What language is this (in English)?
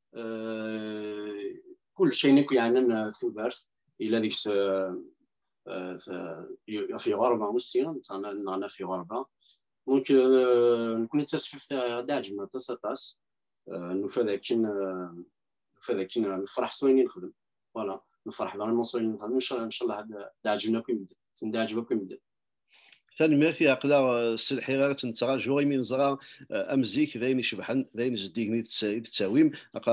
Kabyle